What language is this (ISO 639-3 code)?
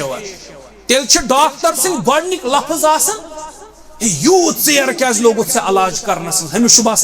kas